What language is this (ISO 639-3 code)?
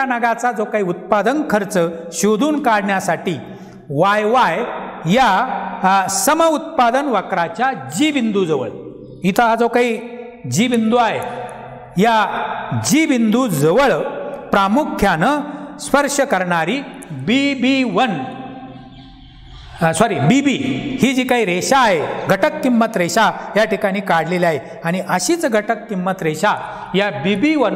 mar